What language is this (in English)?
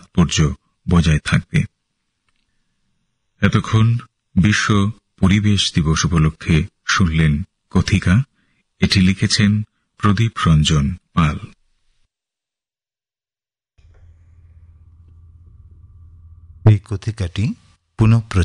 Bangla